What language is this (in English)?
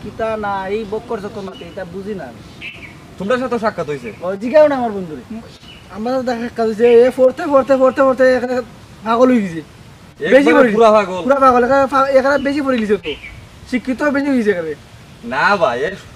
Sylheti